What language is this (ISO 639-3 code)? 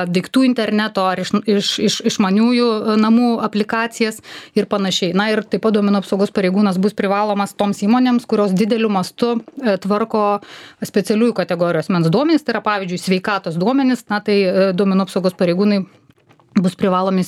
lit